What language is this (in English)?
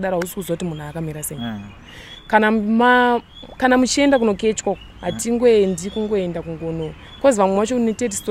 Shona